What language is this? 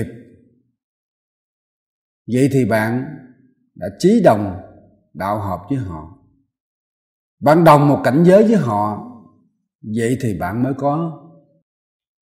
Vietnamese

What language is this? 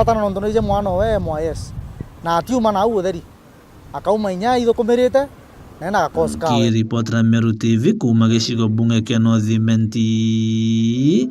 Meru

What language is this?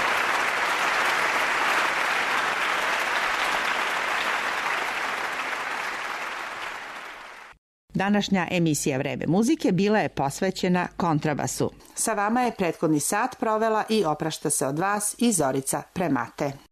Serbian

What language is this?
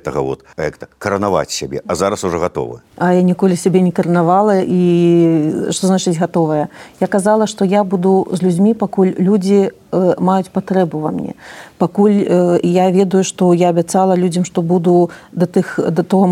Belarusian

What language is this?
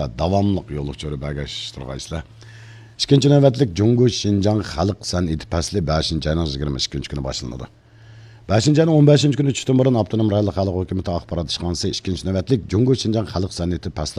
Uyghur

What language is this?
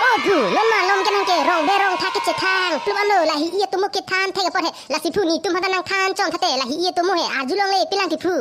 Karbi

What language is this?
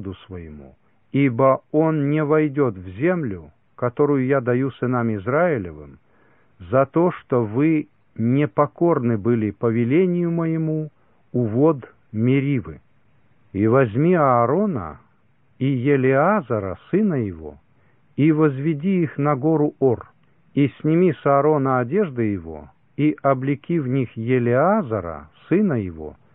Russian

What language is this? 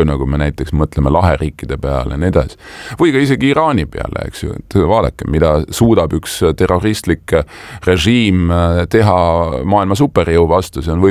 Estonian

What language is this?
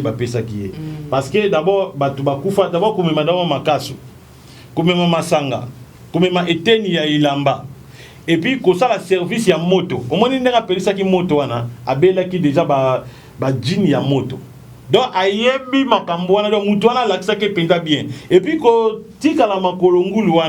Lingala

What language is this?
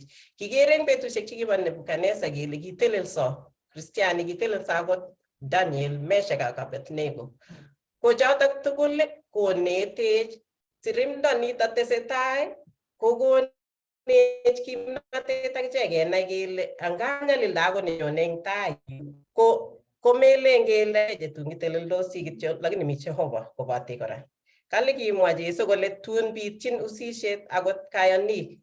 Kalenjin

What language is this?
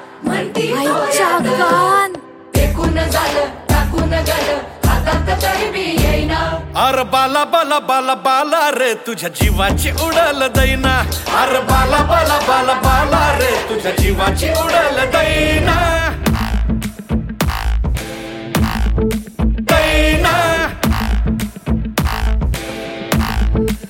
Marathi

